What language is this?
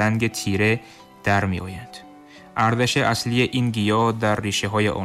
Tajik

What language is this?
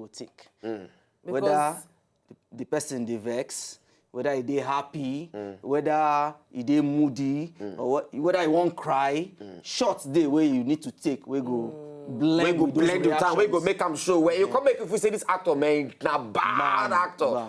Nigerian Pidgin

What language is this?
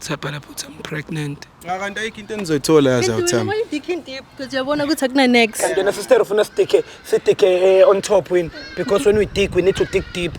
Zulu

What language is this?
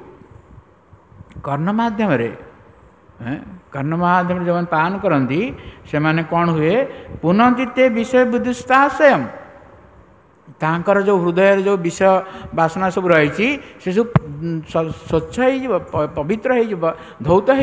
Odia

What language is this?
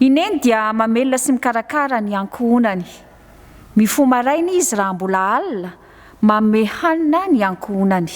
Malagasy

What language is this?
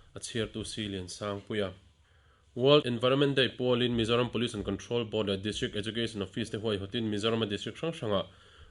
Mizo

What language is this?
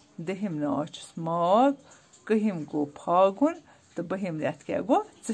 Kashmiri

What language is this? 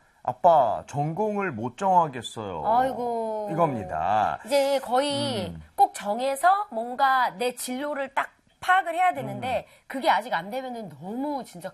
Korean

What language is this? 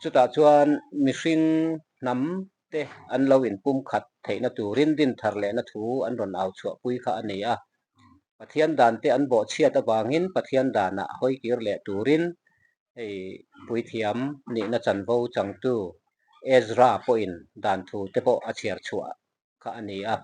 Mizo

